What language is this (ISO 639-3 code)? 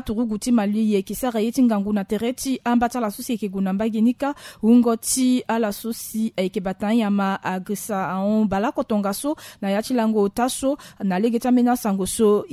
sag